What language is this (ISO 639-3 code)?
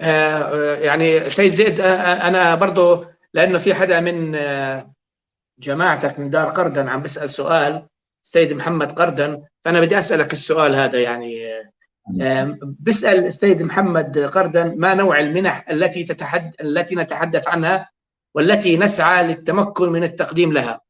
apc